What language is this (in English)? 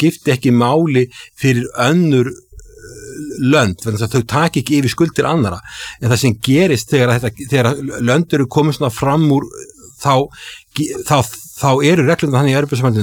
Icelandic